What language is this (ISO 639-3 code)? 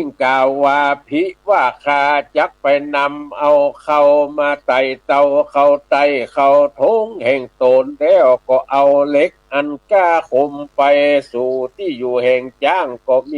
nod